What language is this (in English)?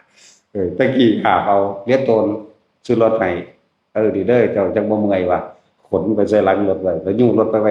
Northeastern Thai